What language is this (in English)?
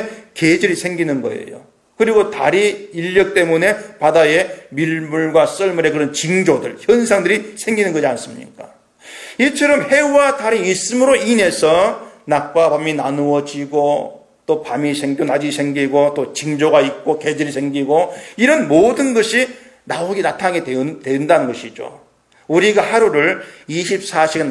Korean